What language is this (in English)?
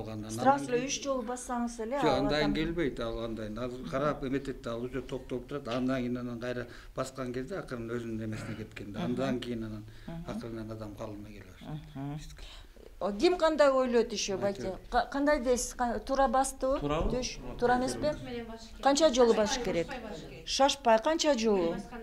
Kyrgyz